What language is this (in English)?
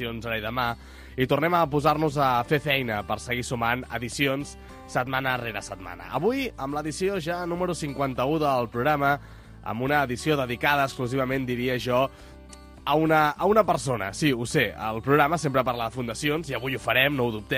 Catalan